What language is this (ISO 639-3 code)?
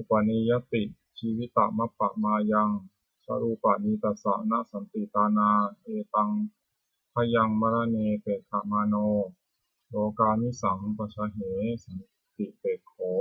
pli